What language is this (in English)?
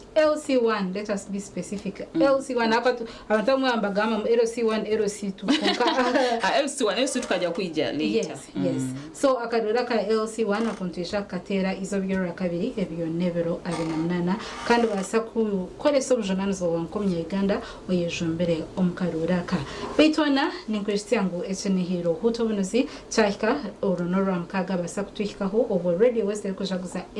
Nyankole